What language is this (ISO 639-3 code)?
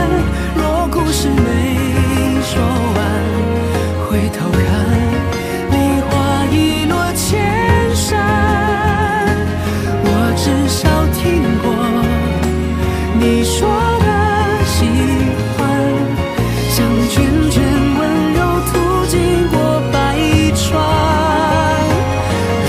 zho